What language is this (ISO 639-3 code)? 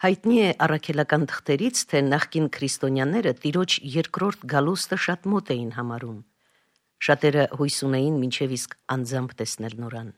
hye